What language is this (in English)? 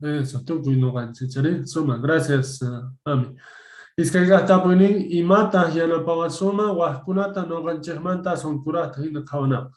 Quechua